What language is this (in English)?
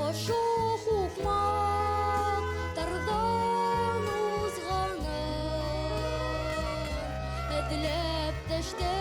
Bashkir